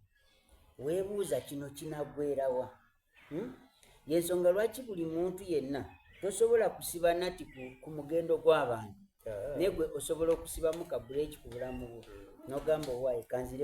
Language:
Soga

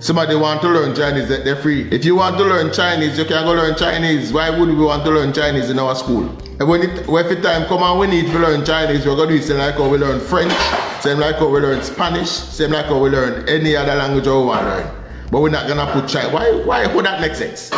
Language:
Jamaican Creole English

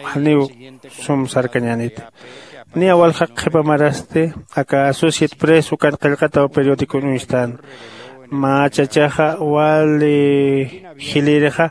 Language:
Aymara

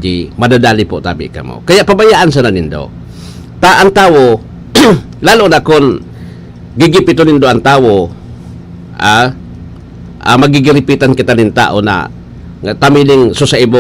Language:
Bikol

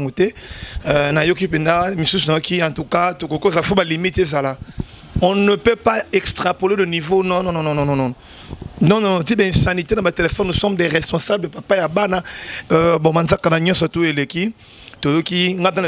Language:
Lingala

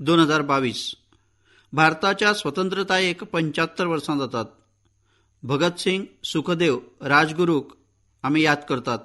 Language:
Konkani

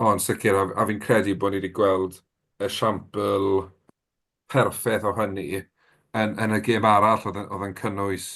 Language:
Welsh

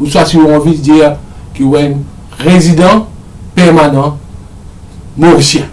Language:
Morisyen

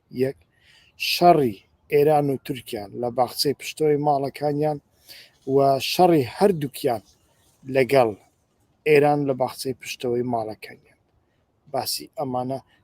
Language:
Central Kurdish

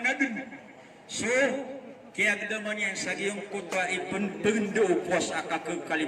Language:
Maranao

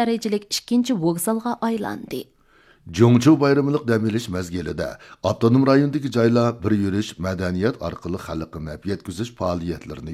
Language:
Uyghur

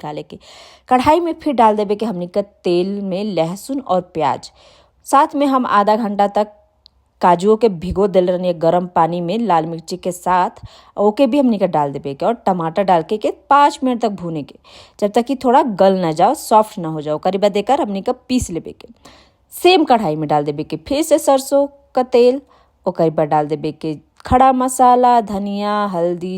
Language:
Bhojpuri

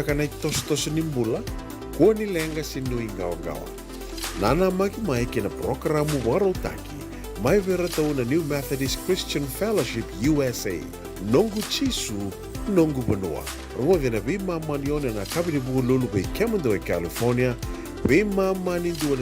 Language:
Fijian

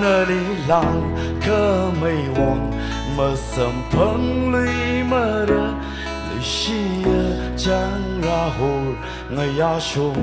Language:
Tangkhul Naga (India)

